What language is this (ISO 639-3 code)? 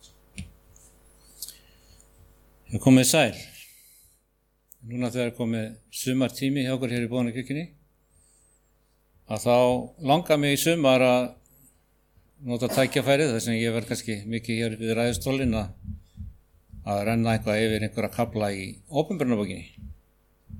isl